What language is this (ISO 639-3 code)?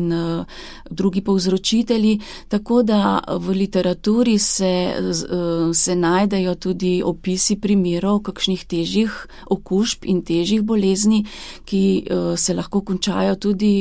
slv